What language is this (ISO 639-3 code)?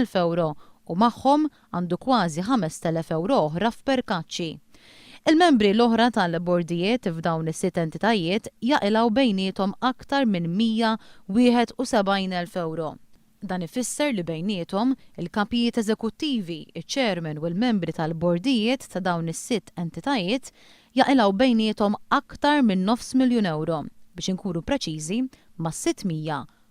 mlt